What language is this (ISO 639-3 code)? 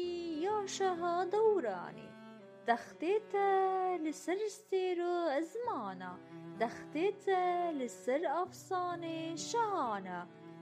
kur